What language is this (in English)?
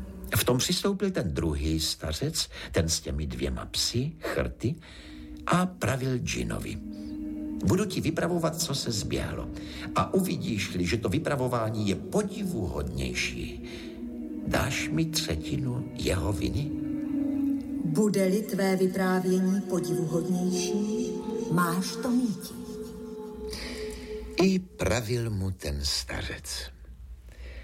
Czech